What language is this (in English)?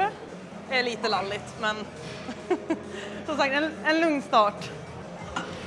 Swedish